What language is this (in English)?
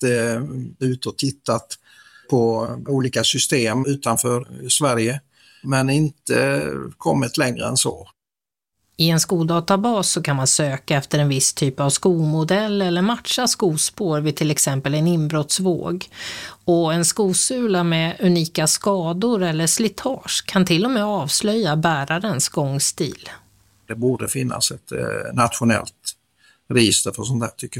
Swedish